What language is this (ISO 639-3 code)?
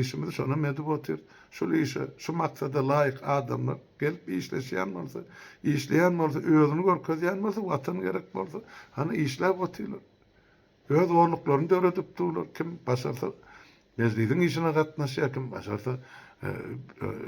tuk